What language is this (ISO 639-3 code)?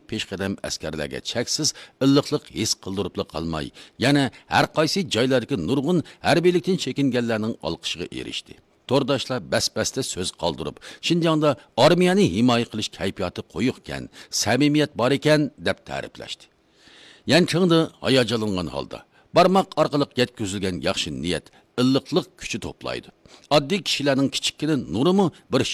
uig